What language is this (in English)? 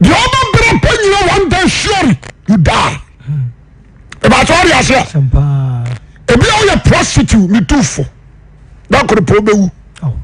Akan